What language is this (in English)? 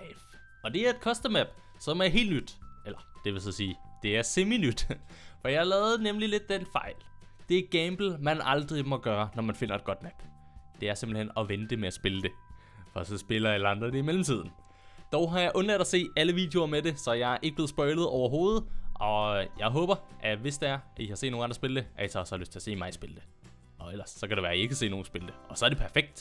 Danish